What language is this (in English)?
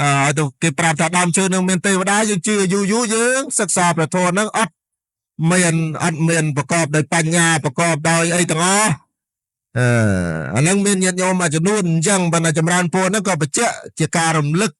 Khmer